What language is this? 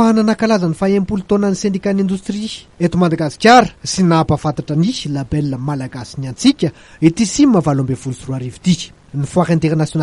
Malagasy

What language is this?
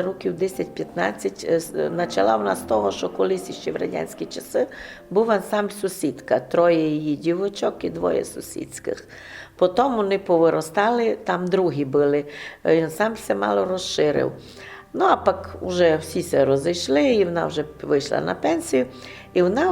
Rusyn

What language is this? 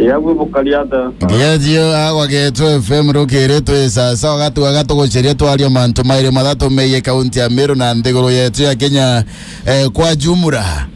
Meru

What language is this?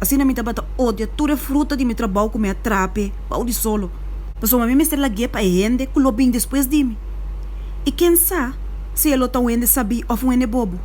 Papiamento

